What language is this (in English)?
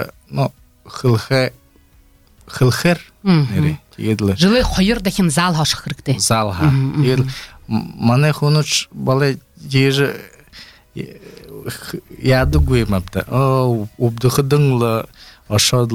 Belarusian